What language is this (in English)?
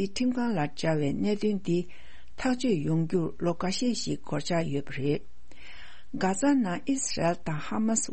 Tibetan